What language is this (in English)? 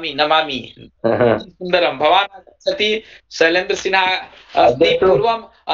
Sanskrit